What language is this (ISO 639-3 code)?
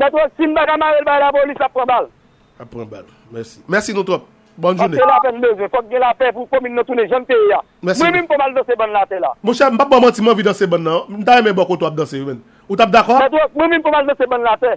hat